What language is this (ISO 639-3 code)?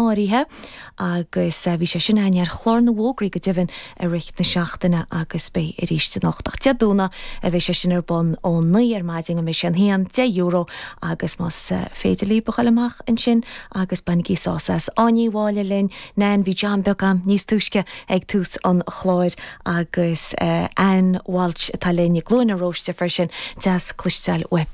gle